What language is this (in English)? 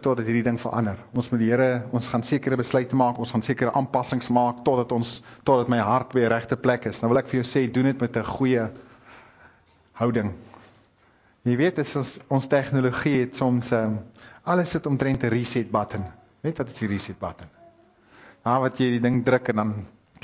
Afrikaans